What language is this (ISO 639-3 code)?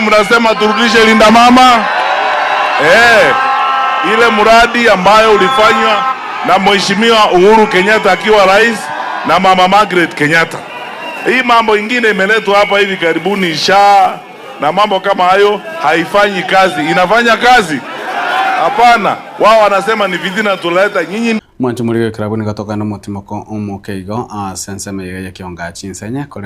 guz